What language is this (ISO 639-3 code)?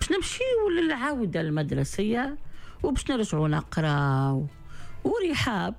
aeb